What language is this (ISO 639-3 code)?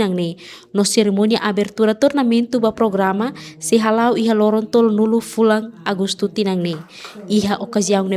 tet